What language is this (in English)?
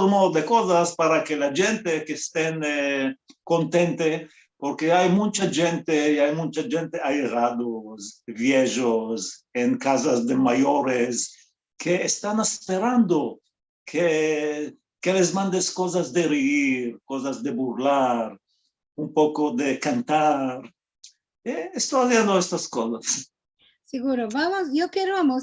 Ladino